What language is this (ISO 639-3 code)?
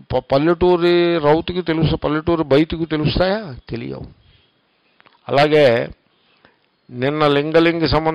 tel